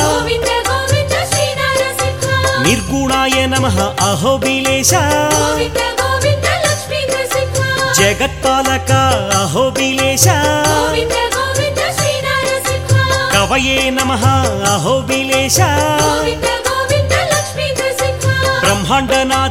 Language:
Telugu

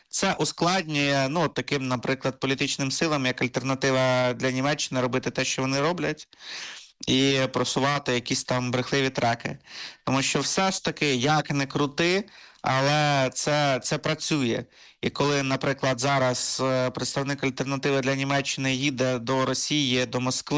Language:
Ukrainian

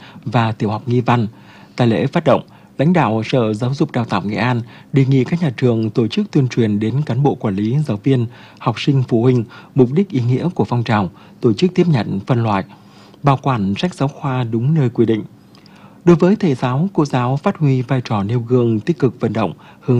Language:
Vietnamese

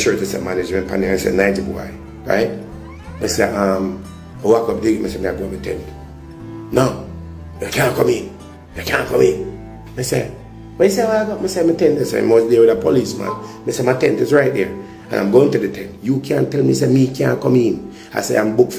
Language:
Jamaican Creole English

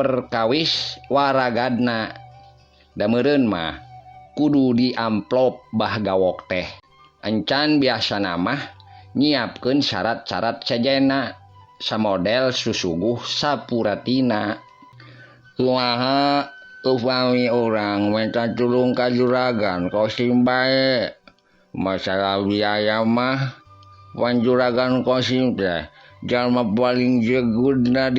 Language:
Sundanese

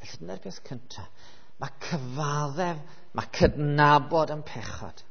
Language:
Welsh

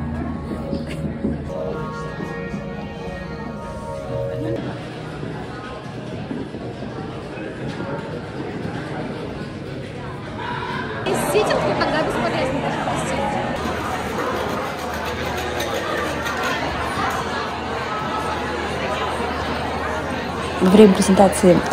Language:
Russian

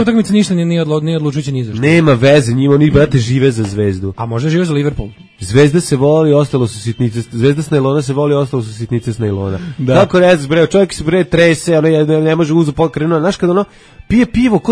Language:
Serbian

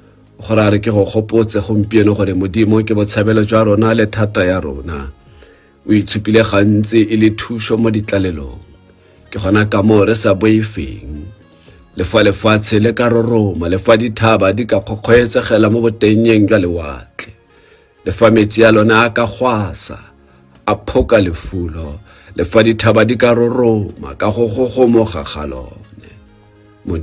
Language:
Tswana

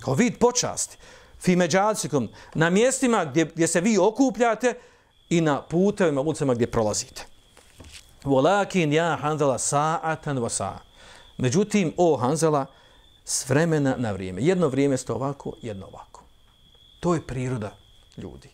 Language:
Bosnian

